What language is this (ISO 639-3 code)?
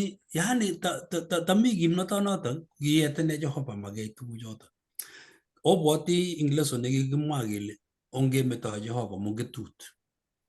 kln